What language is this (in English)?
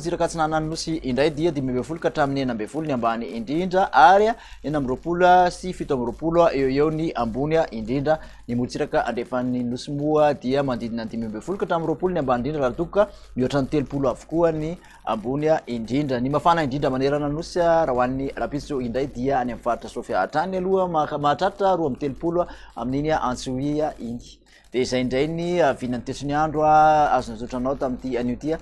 Malagasy